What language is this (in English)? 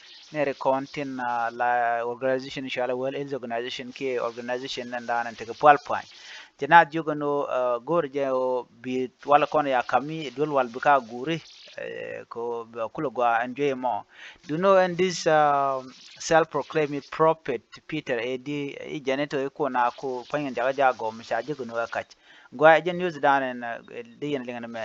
Nuer